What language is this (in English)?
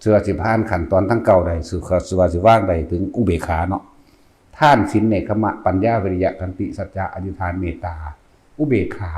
Northeastern Thai